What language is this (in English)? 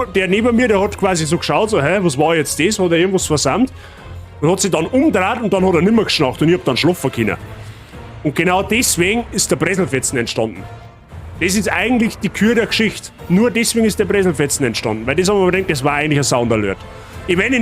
Bavarian